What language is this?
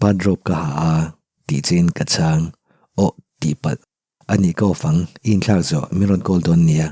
Mizo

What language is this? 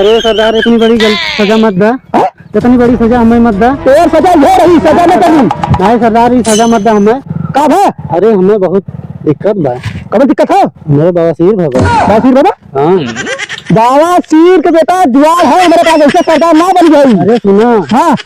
Awadhi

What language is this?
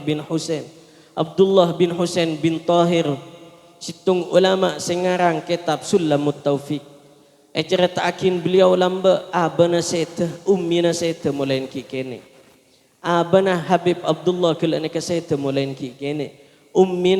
Madurese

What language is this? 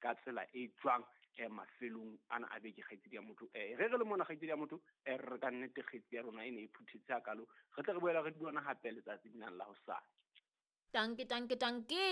Southern Sotho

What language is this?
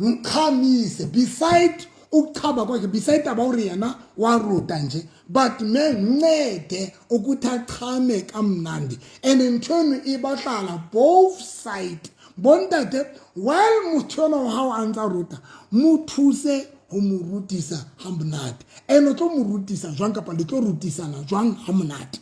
Southern Sotho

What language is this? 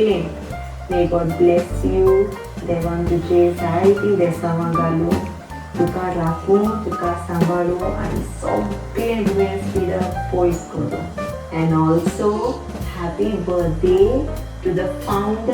Konkani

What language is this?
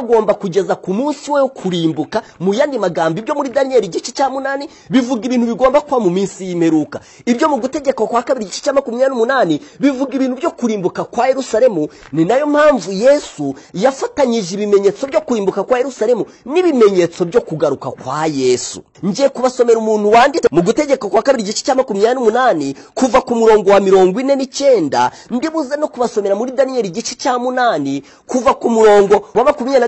Kinyarwanda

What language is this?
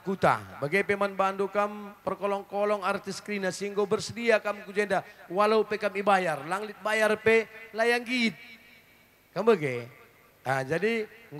Batak Karo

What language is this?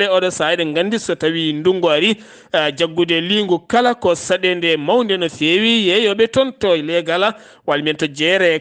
Fula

